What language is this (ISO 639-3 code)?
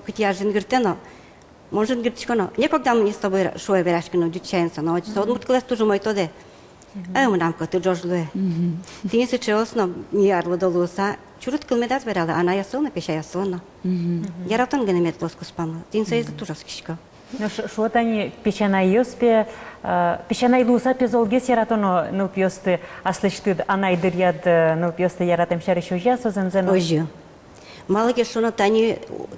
udm